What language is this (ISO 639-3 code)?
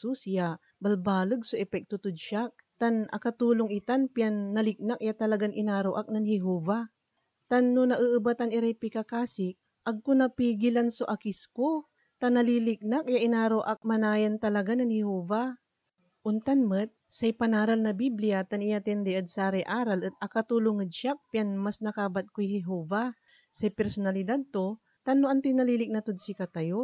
pag